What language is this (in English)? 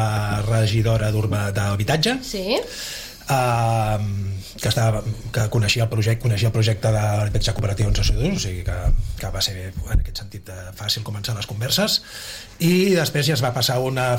Catalan